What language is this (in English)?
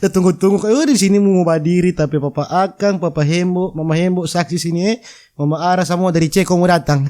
Manado Malay